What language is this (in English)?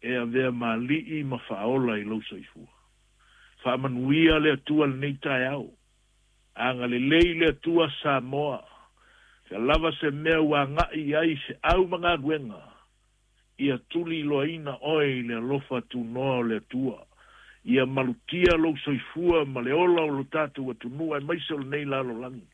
Samoan